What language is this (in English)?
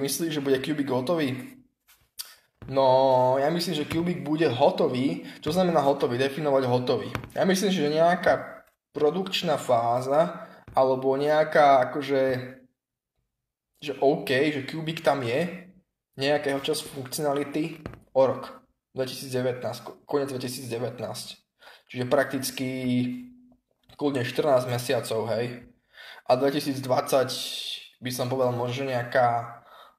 Slovak